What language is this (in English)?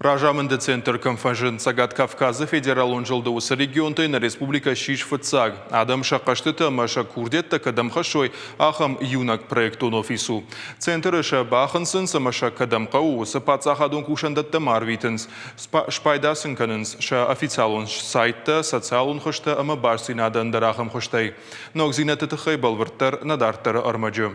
Ossetic